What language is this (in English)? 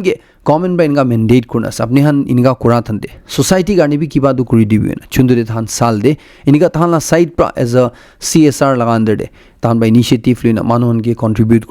Naga Pidgin